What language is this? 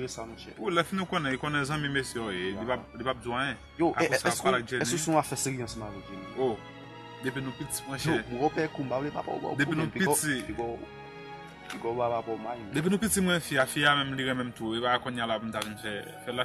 Haitian Creole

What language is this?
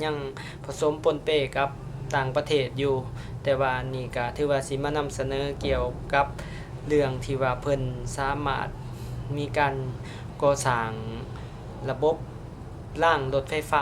Lao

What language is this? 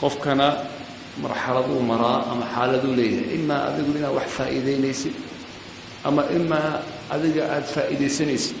Somali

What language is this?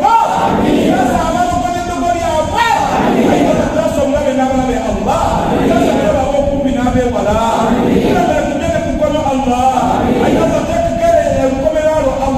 Swahili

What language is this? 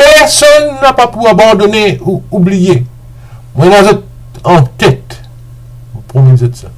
Morisyen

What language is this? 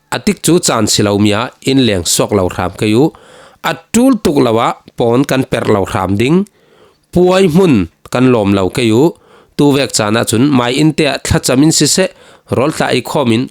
Falam Chin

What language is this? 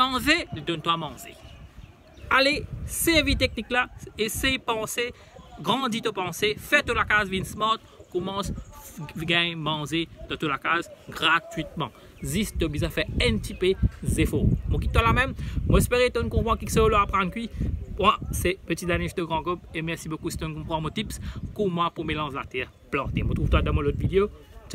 Morisyen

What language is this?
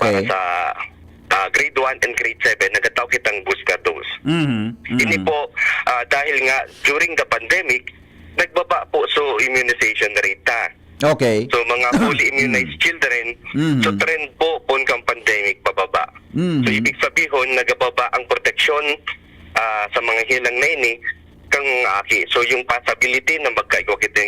Bikol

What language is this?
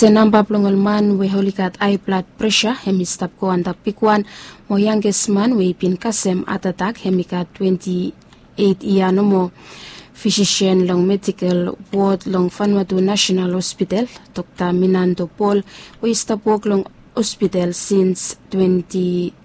Bislama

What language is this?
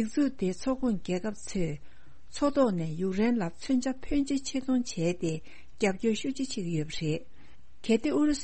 Tibetan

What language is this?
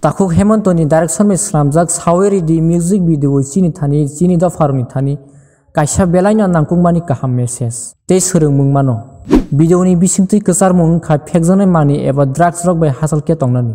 Kok Borok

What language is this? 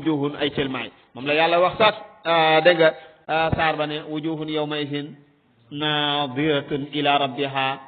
Wolof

